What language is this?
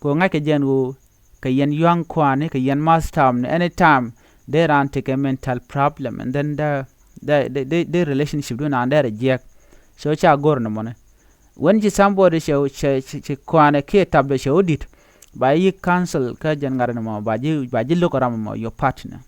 Nuer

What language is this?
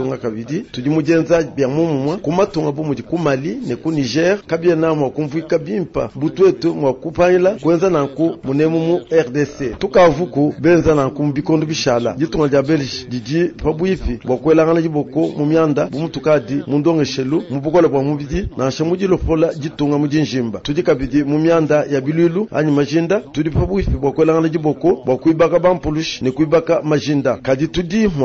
Luba-Lulua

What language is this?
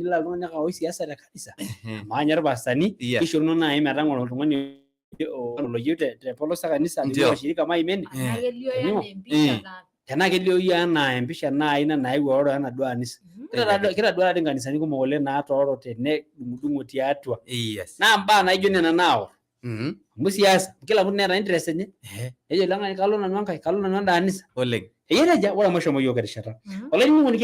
Masai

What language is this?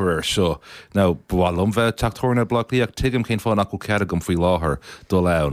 Irish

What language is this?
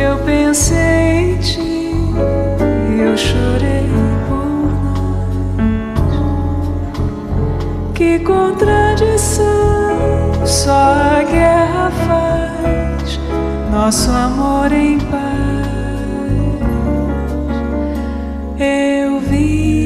Portuguese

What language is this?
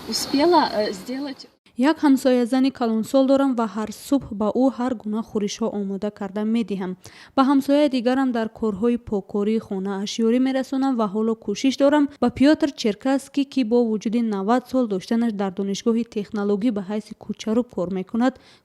Tajik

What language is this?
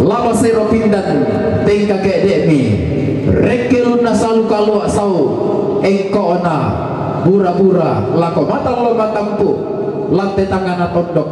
Toraja-Sa'dan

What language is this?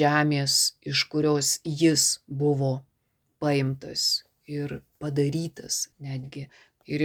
Lithuanian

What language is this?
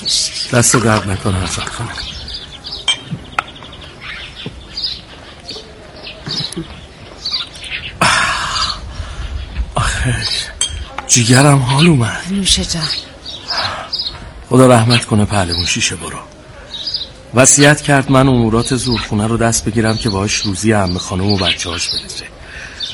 Persian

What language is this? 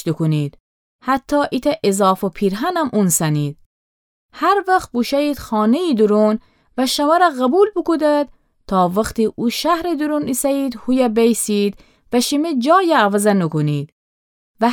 Gilaki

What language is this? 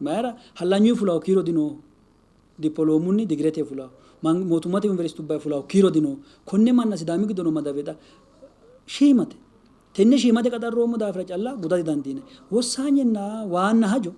Sidamo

